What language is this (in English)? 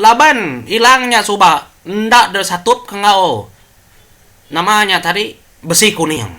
Iban